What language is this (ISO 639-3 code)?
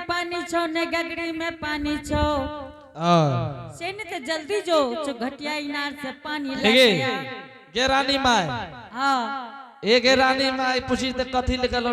anp